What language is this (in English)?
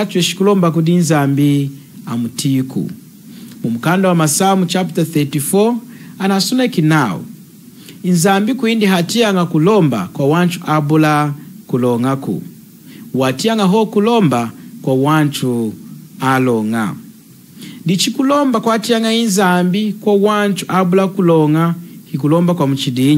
Lunda